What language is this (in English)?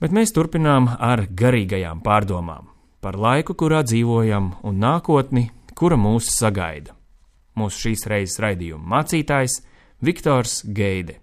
Latvian